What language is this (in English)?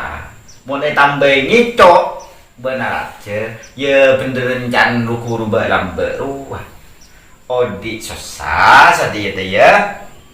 Madurese